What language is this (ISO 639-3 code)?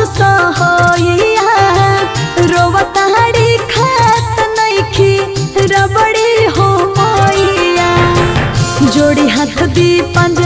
bho